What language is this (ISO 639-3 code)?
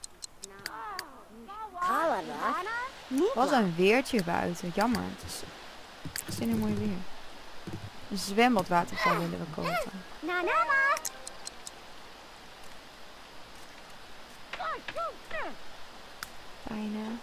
nld